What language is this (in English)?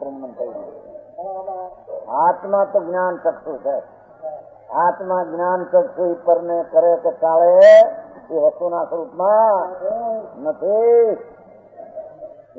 Gujarati